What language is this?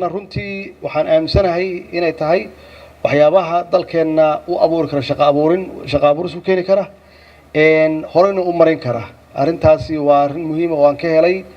Somali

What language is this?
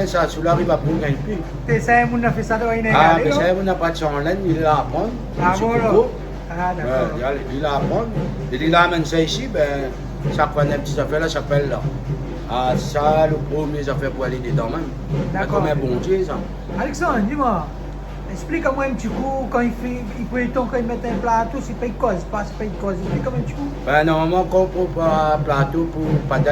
Réunion Creole French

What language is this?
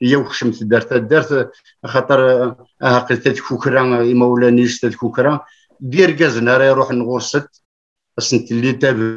Kabyle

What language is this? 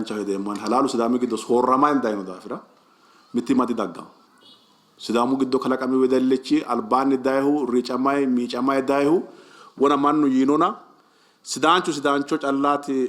Sidamo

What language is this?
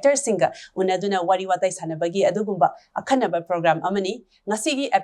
Manipuri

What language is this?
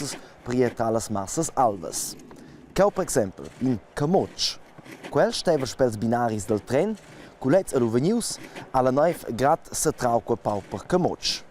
Romansh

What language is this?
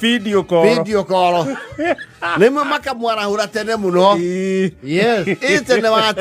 Kikuyu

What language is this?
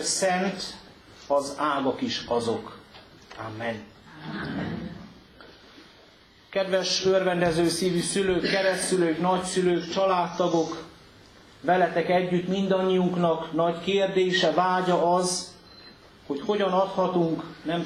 Hungarian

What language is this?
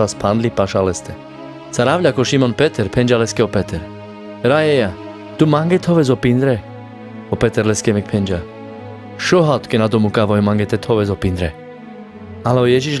Carpathian Romani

